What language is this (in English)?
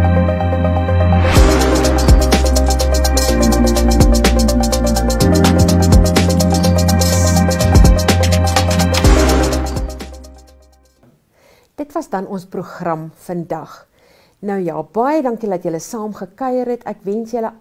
Afrikaans